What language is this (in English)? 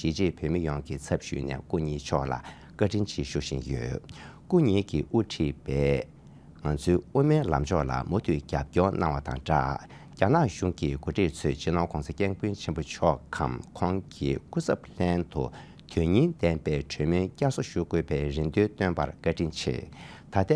Tibetan